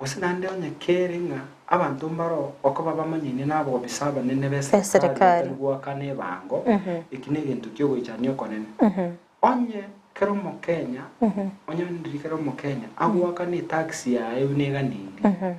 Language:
Gusii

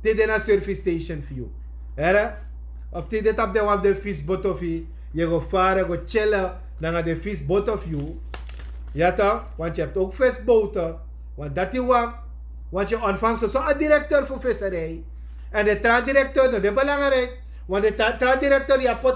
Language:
Sranan Tongo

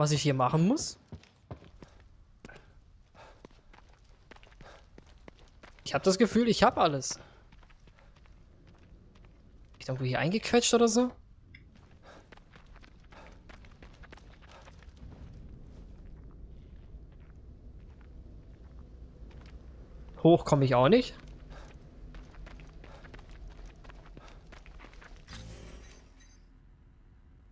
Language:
German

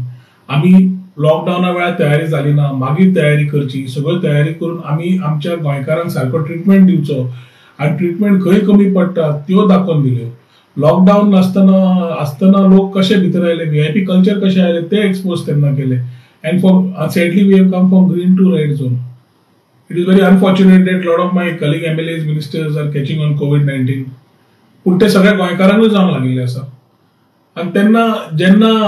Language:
Konkani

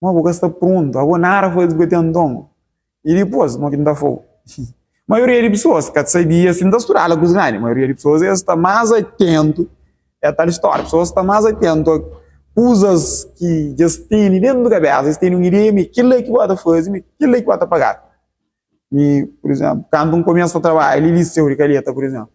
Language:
Kabuverdianu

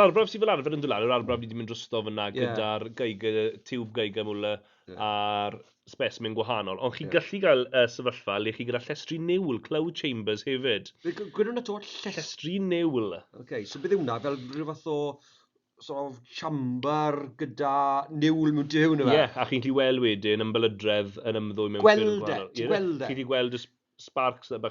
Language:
Welsh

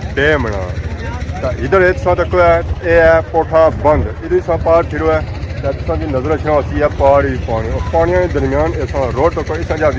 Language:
Pahari-Potwari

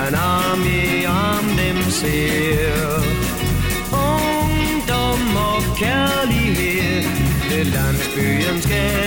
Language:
Danish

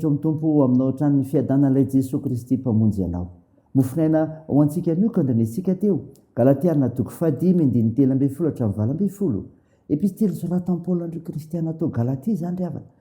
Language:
Malagasy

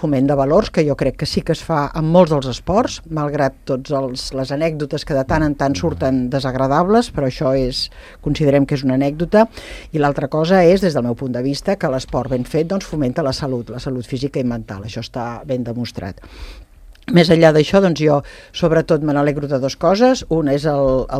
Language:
Catalan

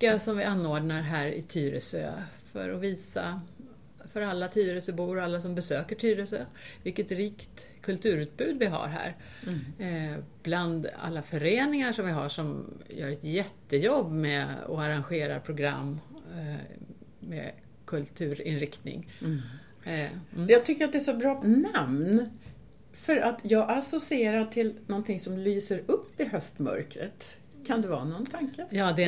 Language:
Swedish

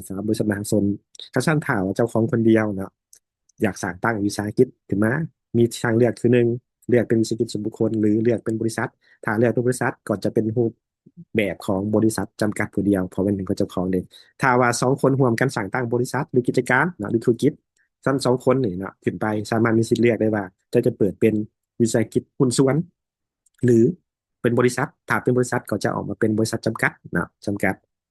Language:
Lao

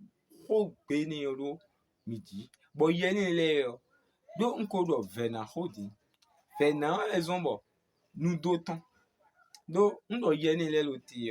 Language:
Fon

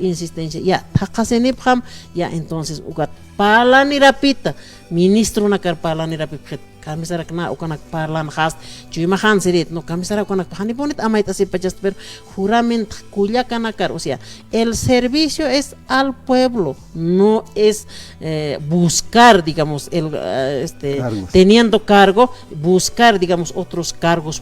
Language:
Aymara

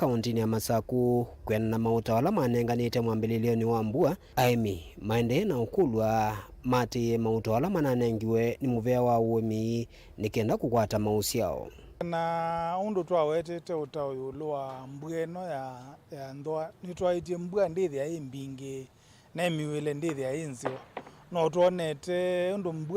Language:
Kamba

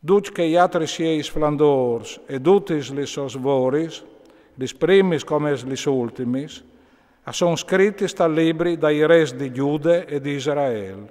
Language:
Friulian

